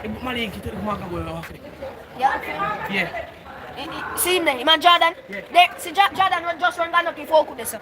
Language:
Jamaican Creole English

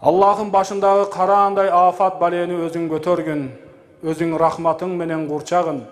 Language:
Kyrgyz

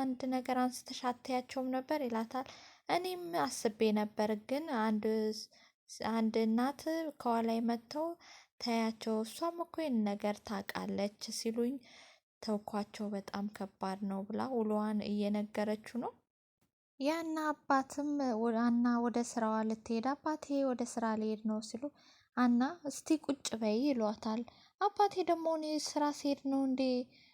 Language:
Amharic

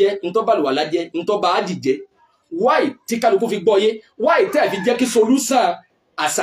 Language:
Yoruba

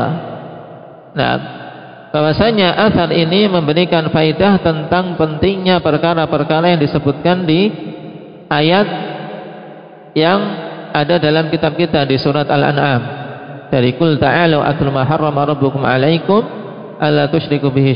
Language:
Indonesian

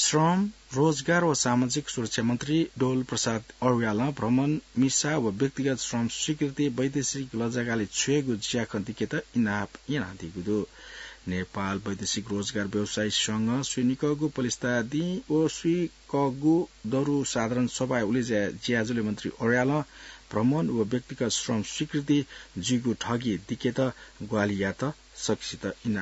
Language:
Newari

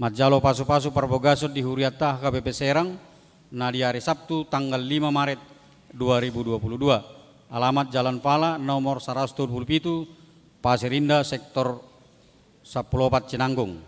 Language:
Batak Toba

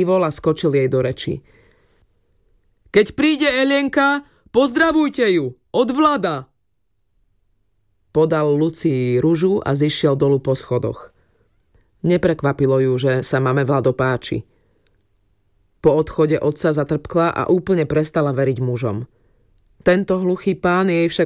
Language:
Slovak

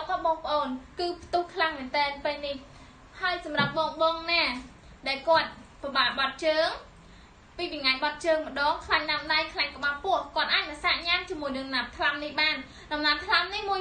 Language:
Khmer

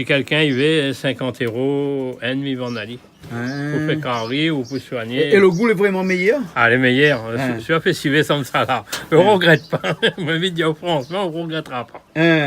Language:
Réunion Creole French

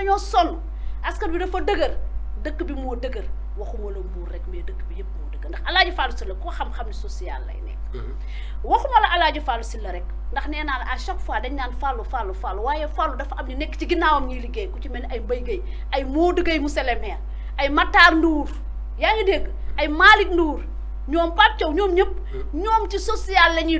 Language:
Wolof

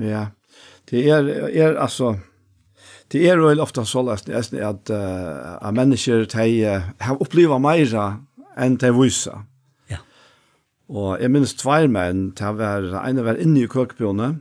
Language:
Faroese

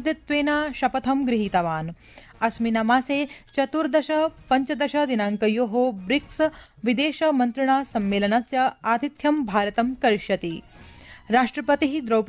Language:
Sanskrit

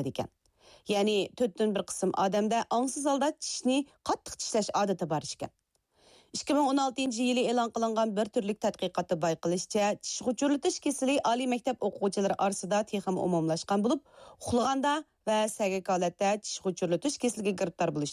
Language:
Uyghur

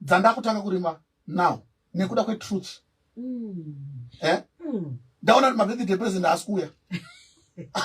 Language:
Shona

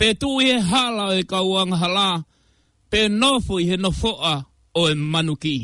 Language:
Tongan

